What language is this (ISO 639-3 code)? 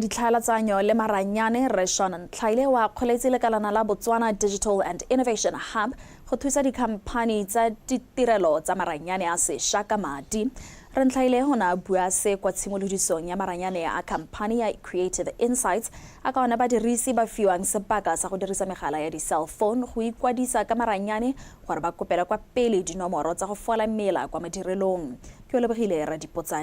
tsn